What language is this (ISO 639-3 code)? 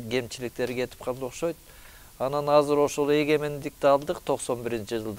kir